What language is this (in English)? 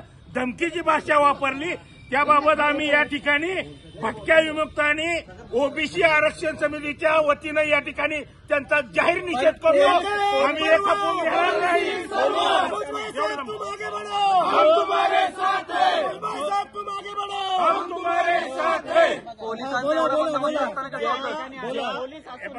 Marathi